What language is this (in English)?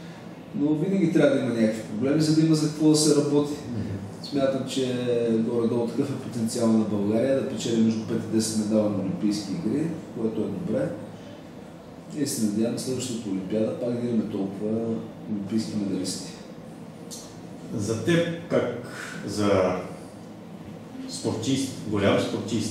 Bulgarian